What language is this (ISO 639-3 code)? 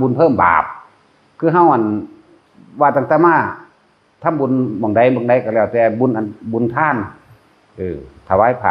tts